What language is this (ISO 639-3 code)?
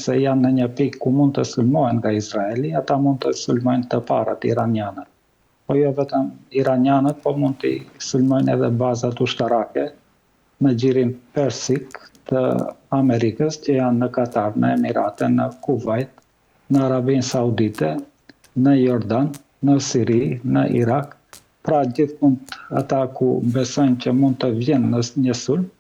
sqi